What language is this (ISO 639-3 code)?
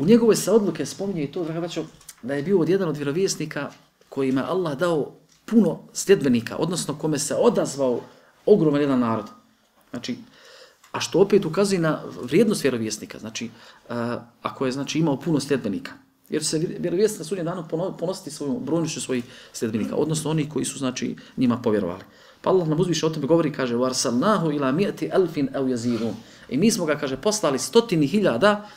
bos